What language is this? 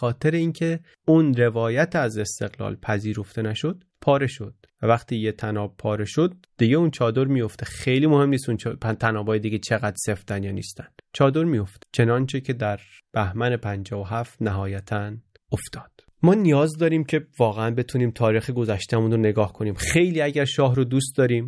Persian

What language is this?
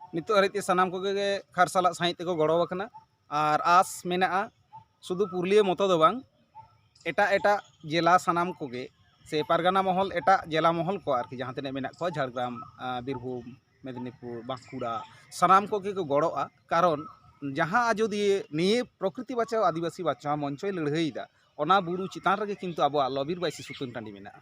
Santali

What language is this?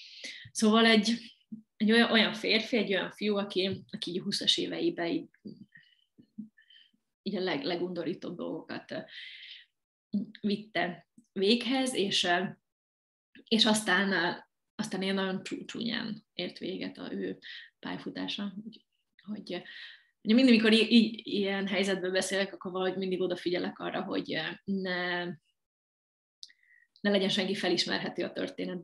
Hungarian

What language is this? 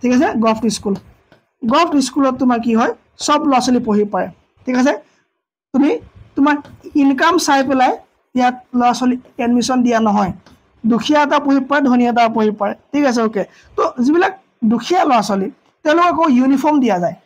Assamese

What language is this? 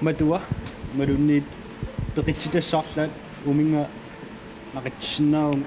Kalaallisut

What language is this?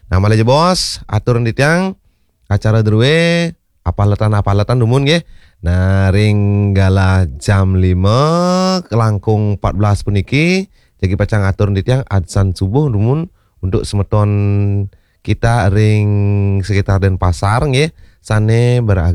Balinese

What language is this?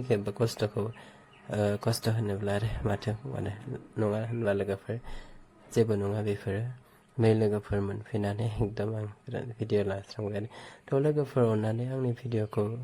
Bodo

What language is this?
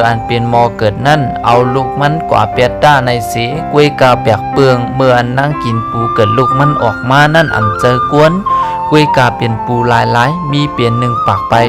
Shan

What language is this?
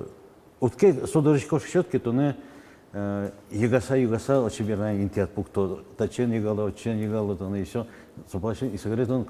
Udmurt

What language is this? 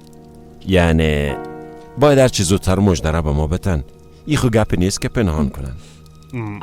Persian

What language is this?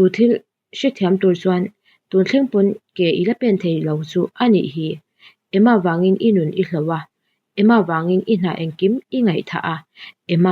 Mizo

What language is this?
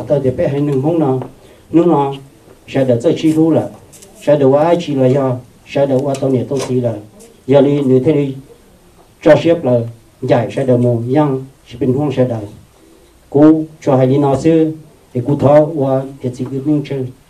Hmong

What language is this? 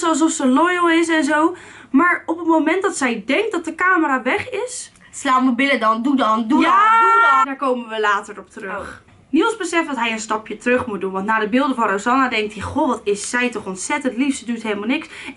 Dutch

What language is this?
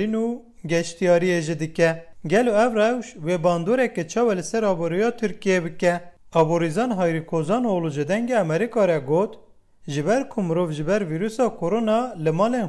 Kurdish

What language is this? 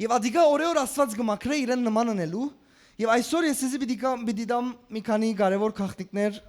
Western Armenian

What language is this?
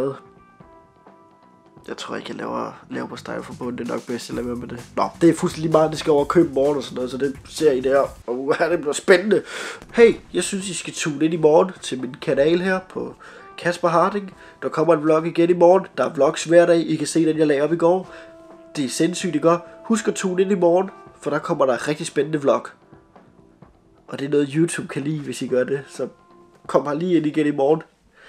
Danish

